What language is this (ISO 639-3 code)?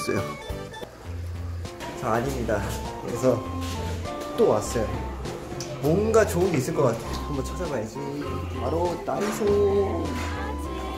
kor